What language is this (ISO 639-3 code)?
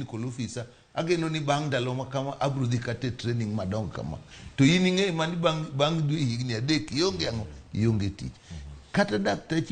luo